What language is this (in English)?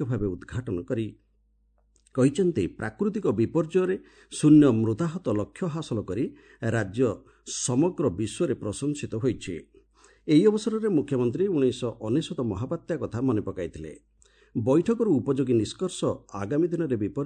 Odia